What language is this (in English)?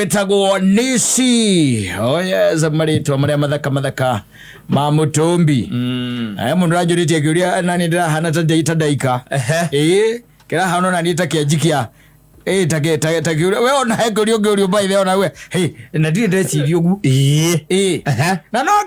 Kikuyu